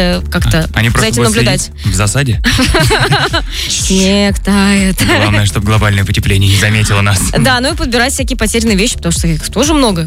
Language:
Russian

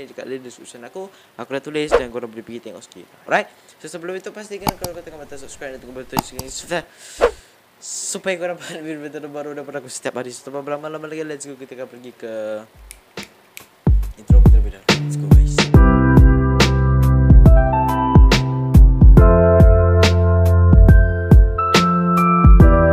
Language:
Malay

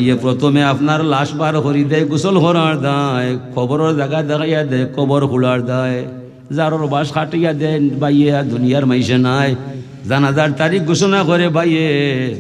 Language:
Sylheti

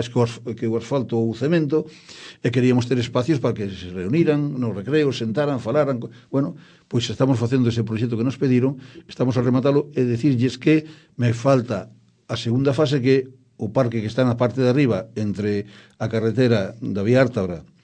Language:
Galician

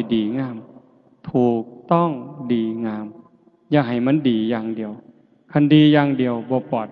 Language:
Northeastern Thai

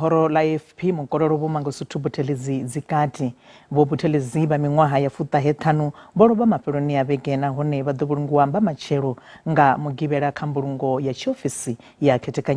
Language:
Venda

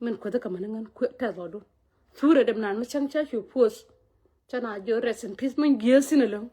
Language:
Nuer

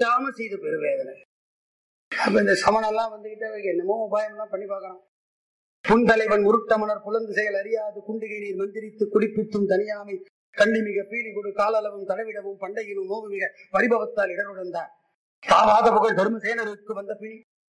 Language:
Tamil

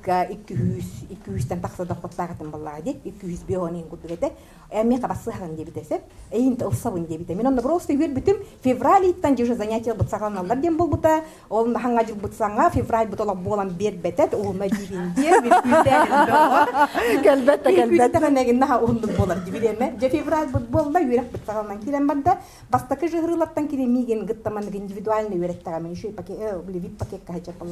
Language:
Yakut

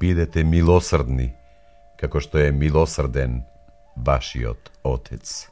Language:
Macedonian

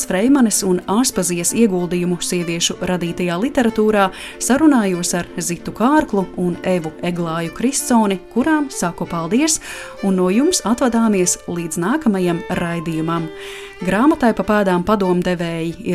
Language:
Latvian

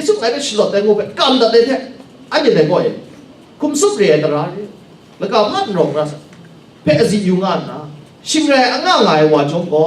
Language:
Kachin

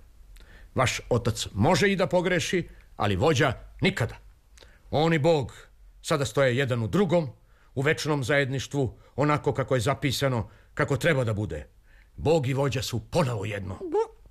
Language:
Serbian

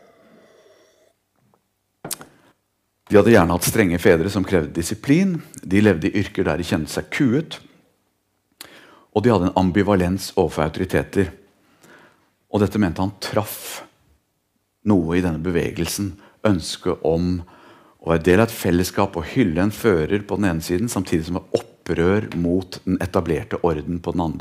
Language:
Norwegian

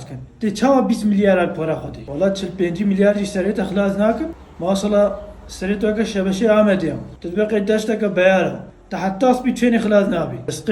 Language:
Kurdish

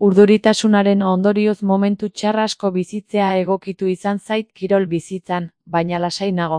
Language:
Basque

